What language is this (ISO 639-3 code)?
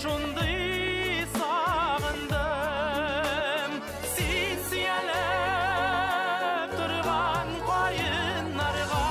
bak